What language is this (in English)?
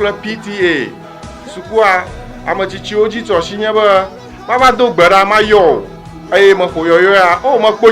Ewe